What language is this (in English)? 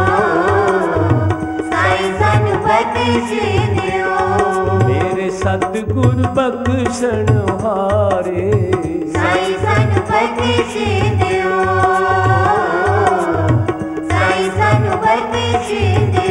Punjabi